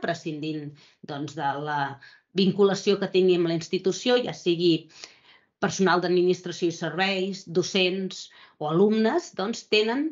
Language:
Catalan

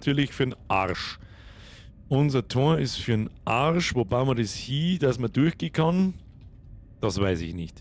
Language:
Bavarian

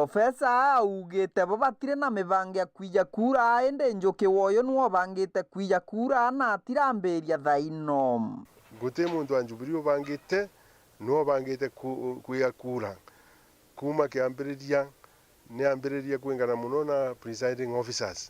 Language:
Meru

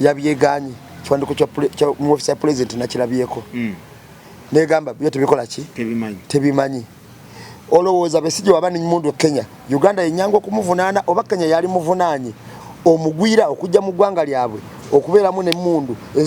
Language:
Ganda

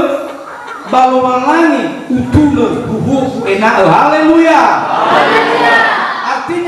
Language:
Nias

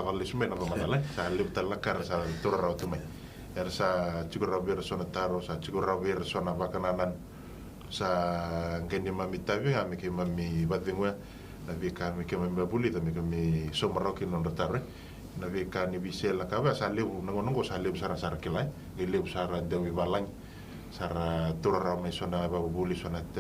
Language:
Fijian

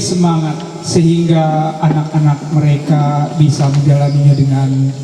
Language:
Ma'anyan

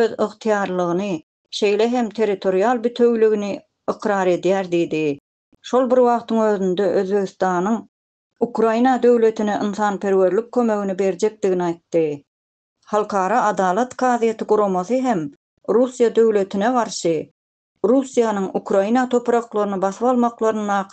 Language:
Turkmen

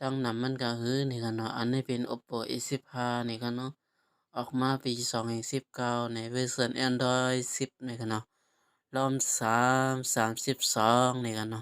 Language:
Shan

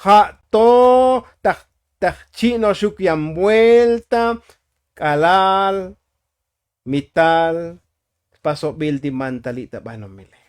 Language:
Tzotzil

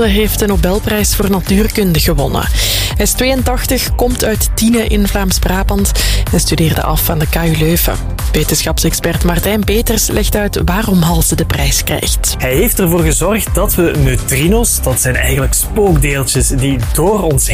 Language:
Dutch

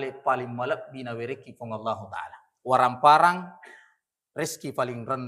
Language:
Buginese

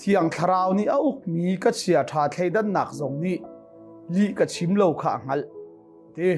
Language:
Hakha Chin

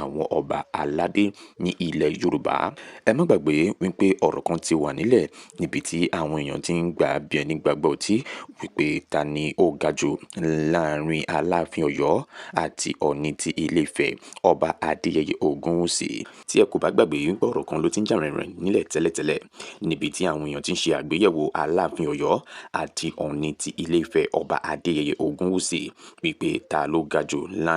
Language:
Yoruba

